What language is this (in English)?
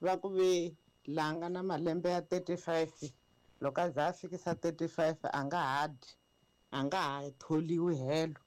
Tsonga